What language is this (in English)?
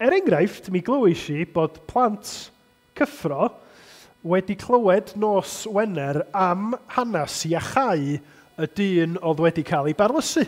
Welsh